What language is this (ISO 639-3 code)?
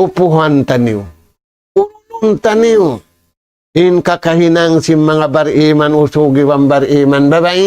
tsg